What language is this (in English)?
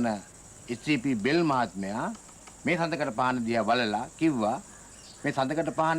Sinhala